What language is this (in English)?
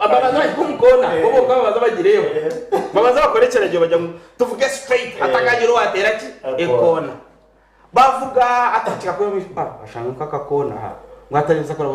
Nyankole